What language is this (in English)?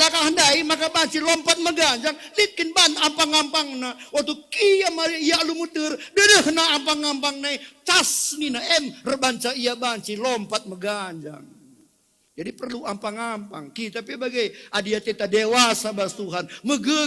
Batak Karo